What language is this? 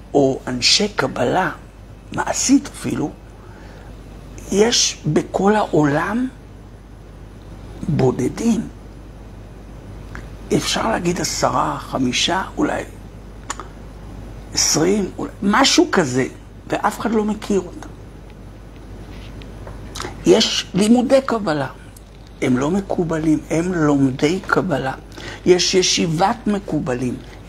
Hebrew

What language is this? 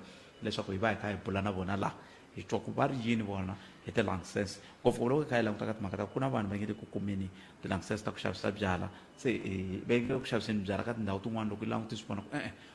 Tsonga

